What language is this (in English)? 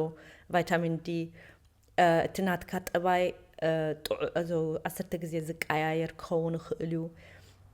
Tigrinya